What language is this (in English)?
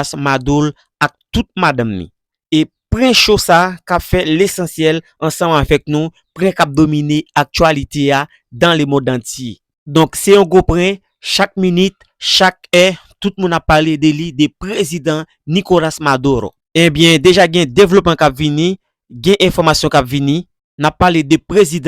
Haitian Creole